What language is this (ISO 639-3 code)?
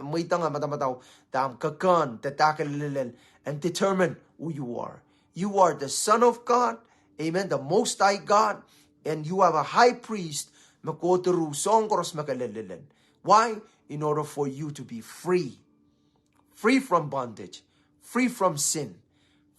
pon